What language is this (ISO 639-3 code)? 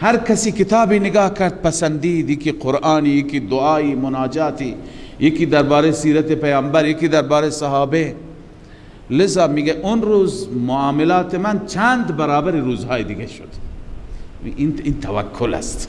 fas